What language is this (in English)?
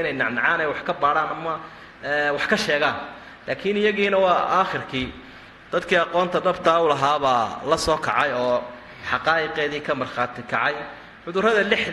Somali